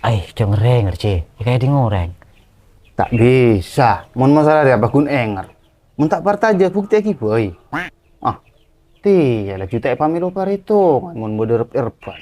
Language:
Madurese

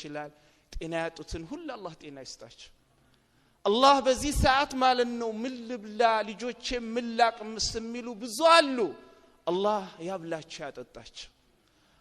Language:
Amharic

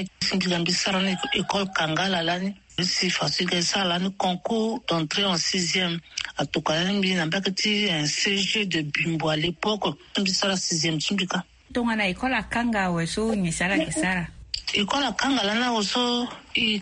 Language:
Sango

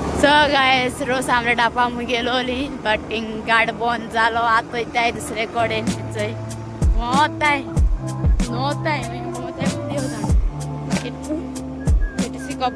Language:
Konkani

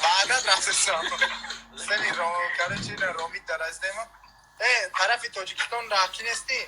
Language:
Tajik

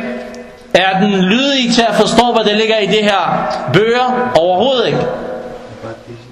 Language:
Danish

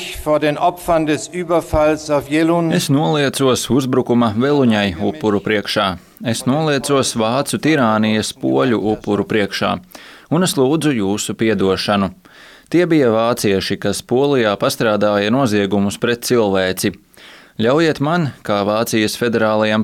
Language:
Latvian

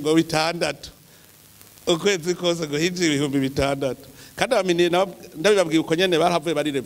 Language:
Rundi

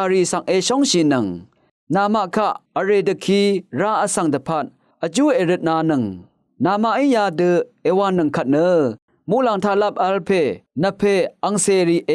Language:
Rawang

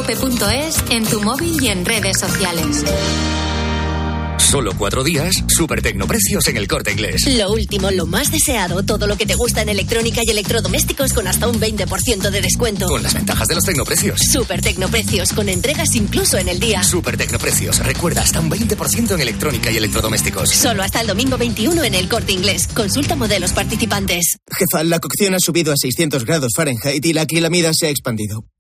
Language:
Spanish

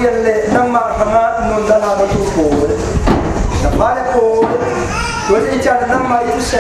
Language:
Falam Chin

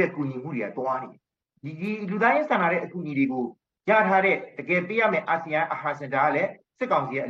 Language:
Burmese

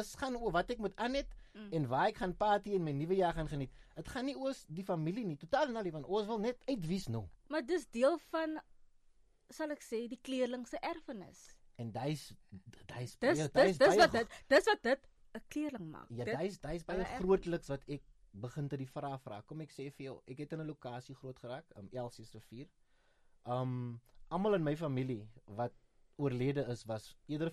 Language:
Afrikaans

